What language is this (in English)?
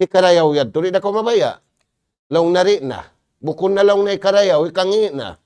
Tausug